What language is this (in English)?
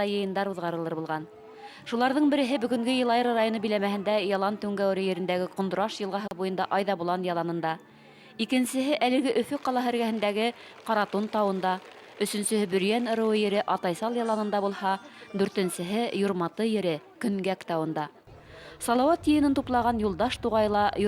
Bashkir